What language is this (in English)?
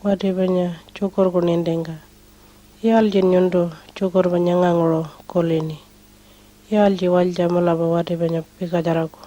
Pitjantjatjara